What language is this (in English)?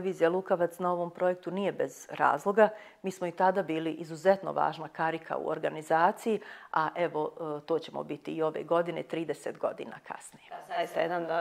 Bosnian